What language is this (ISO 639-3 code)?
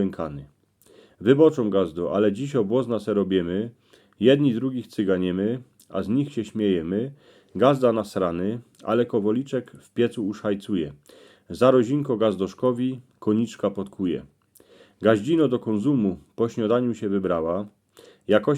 szl